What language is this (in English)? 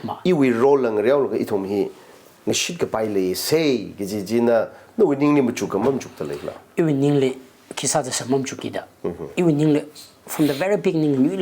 Tangkhul Naga (India)